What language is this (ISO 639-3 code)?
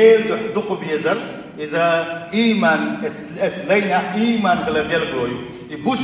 che